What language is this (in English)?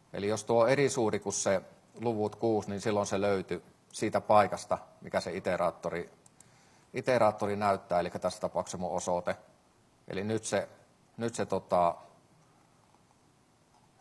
Finnish